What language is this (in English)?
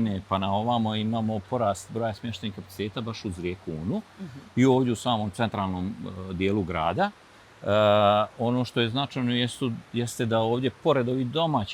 Bosnian